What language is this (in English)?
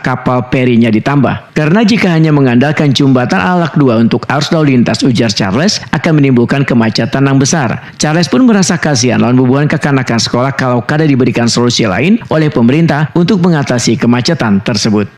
Banjar